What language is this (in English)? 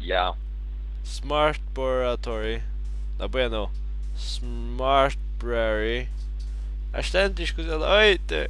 Faroese